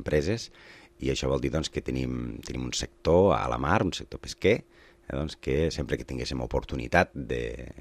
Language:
Catalan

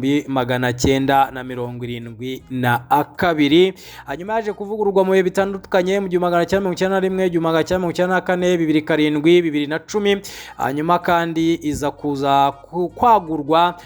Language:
Kinyarwanda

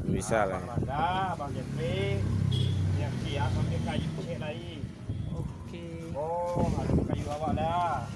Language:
Minangkabau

